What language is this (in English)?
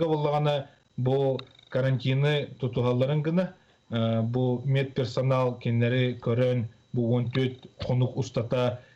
Yakut